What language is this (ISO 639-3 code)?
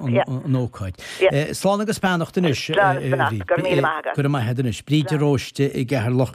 gle